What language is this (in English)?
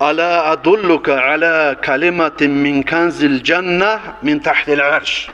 Kumyk